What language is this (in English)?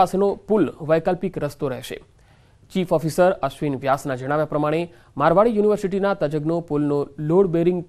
Gujarati